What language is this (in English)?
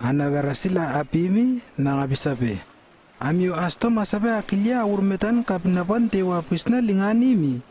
Lewo